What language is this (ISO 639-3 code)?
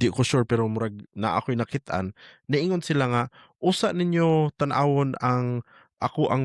ceb